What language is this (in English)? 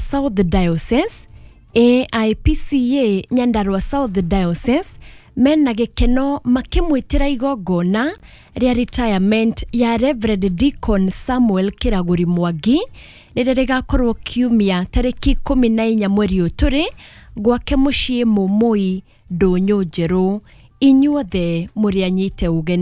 Kikuyu